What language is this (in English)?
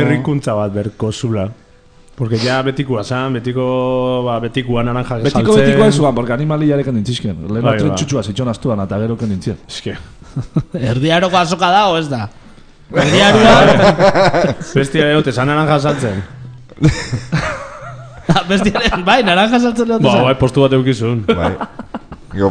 Basque